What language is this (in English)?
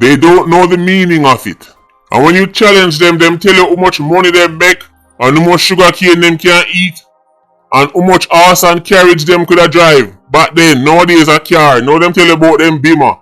Jamaican Creole English